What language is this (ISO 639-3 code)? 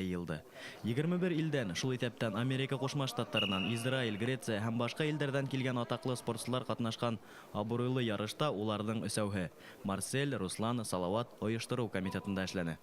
bak